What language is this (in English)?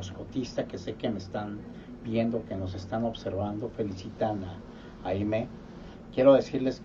Spanish